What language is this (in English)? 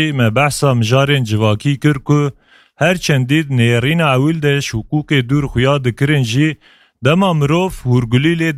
Kurdish